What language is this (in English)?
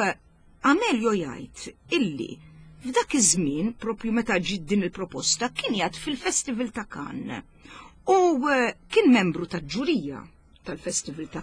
Maltese